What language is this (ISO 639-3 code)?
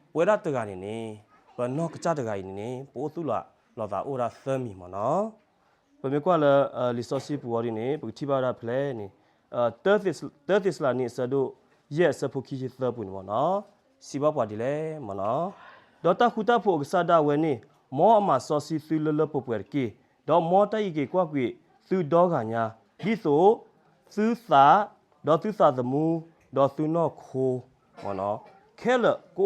ksw